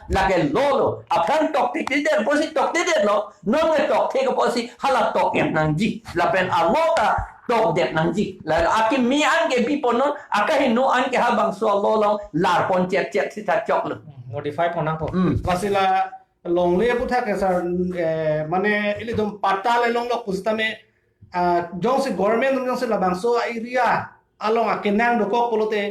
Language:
Karbi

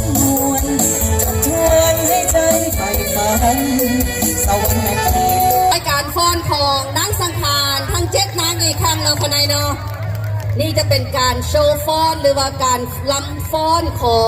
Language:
Lao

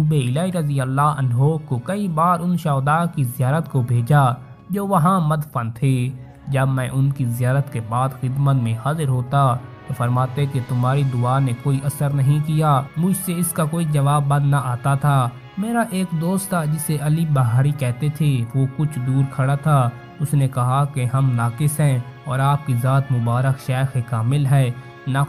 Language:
Urdu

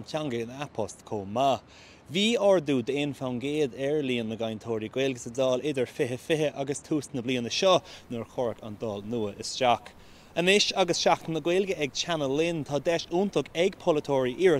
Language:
Irish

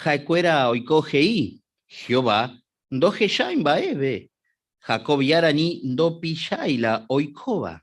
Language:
Guarani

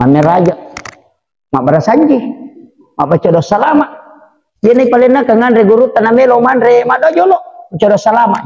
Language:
Buginese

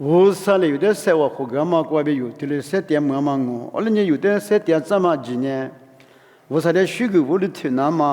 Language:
Lisu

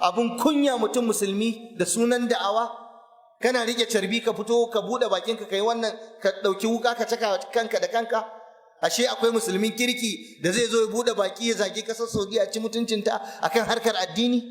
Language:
Hausa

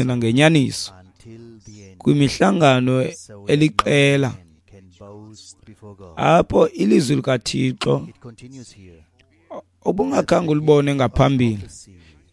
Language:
Xhosa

